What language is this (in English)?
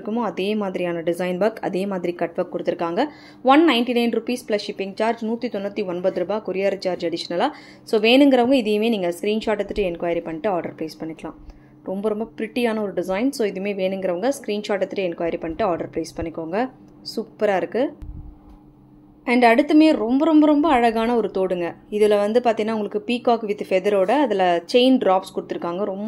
Tamil